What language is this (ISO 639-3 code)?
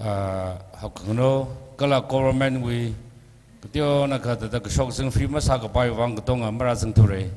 nmf